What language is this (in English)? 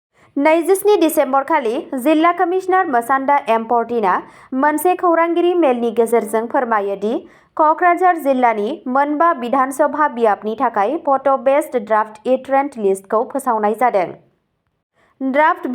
Bodo